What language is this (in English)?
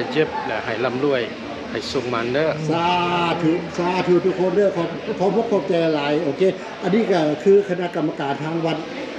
Lao